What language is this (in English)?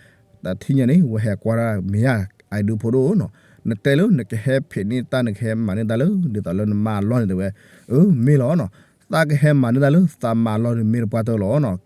S'gaw Karen